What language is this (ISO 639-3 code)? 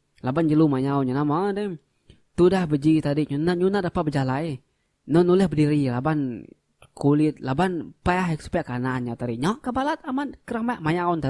iba